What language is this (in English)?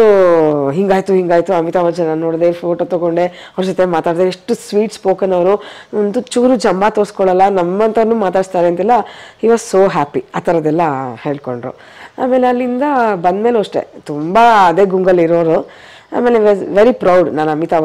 Kannada